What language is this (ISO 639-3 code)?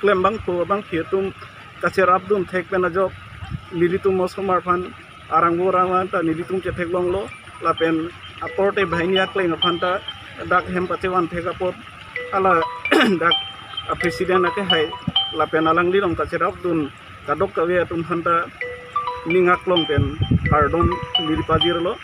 mjw